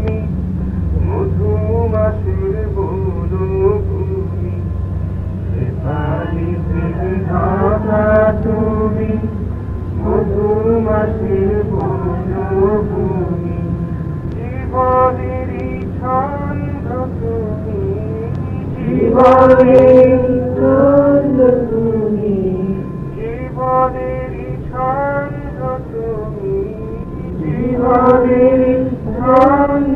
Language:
Bangla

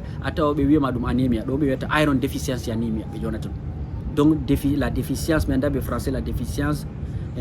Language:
Fula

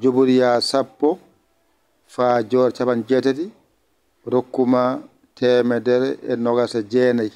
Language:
Fula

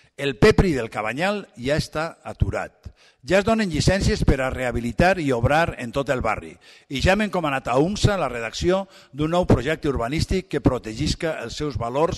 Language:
Catalan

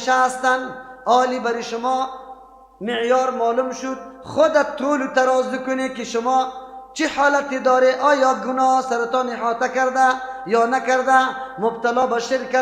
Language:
Persian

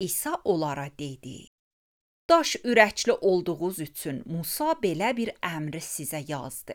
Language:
Azerbaijani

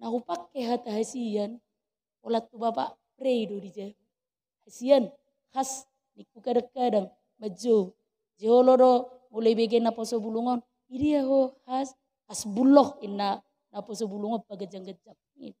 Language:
Batak Toba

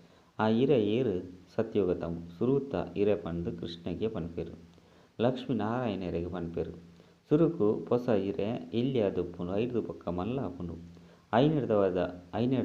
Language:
Tulu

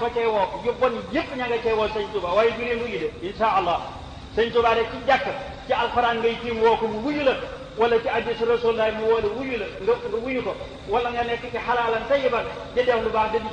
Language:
Wolof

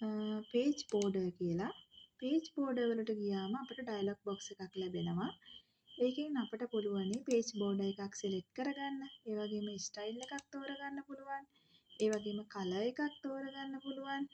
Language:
Sinhala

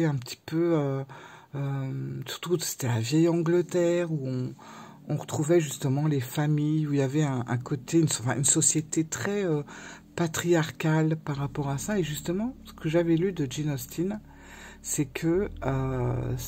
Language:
French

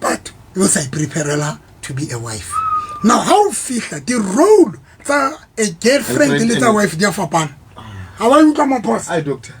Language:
Southern Sotho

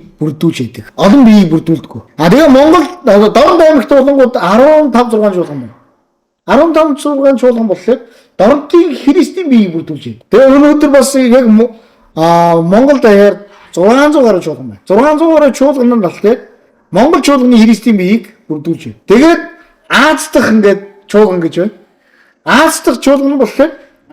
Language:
Mongolian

